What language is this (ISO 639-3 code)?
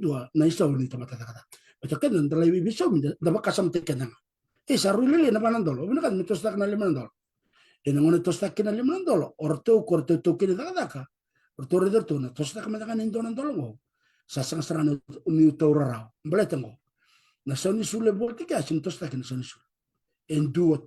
fij